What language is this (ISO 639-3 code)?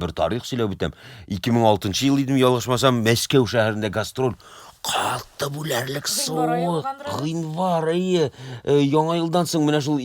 tat